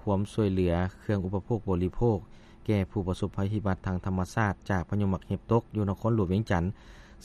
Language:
Lao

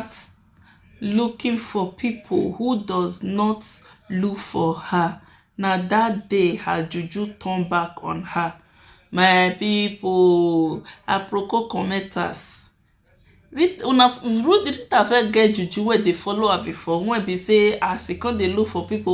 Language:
Nigerian Pidgin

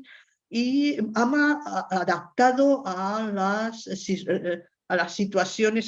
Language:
Ladino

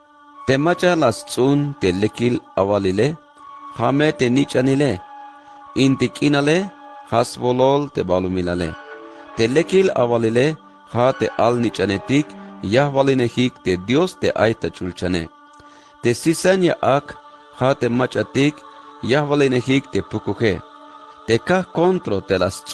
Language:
Tzeltal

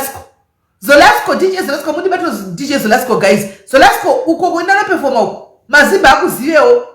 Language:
Shona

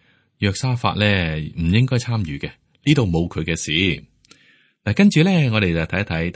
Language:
Cantonese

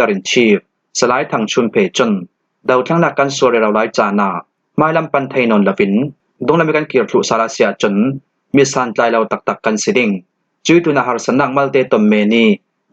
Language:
Falam Chin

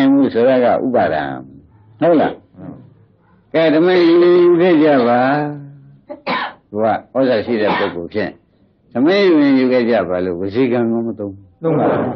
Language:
Burmese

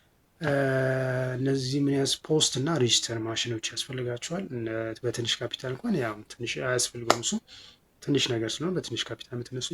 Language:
Amharic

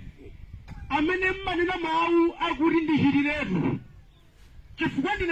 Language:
Nyanja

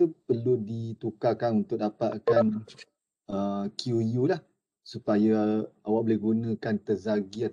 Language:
Malay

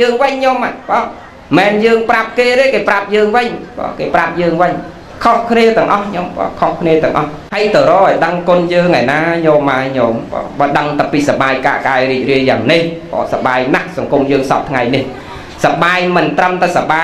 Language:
Khmer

